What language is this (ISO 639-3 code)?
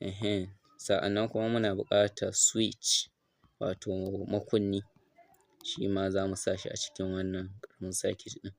hau